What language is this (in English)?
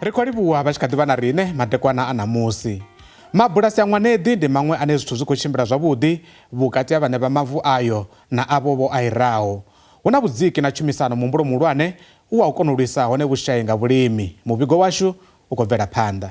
Venda